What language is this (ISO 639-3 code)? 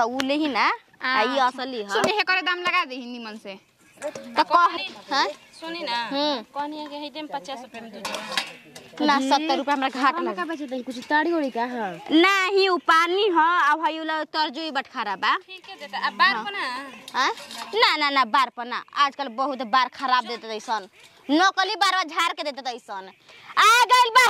bho